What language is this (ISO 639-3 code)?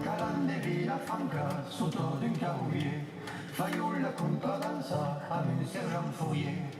oci